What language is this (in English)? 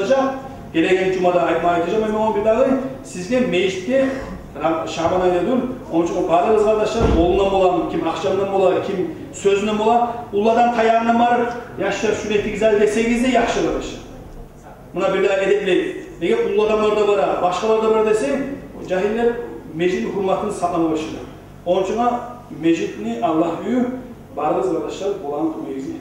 Kumyk